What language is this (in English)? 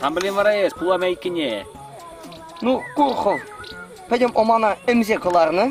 Chuvash